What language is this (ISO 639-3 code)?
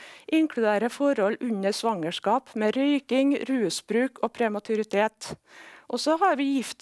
nor